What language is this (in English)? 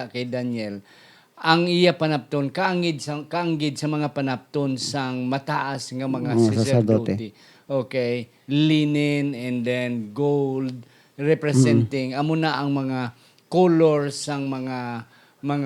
Hiligaynon